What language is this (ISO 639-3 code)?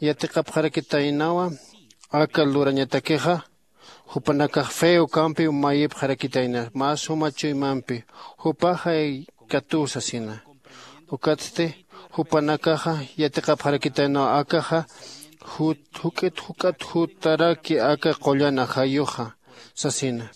aym